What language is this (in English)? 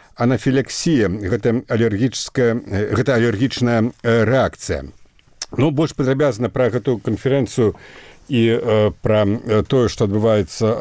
Belarusian